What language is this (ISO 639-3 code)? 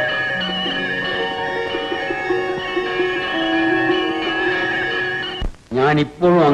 mal